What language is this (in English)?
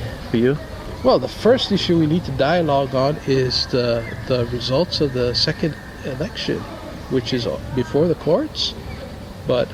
Seselwa Creole French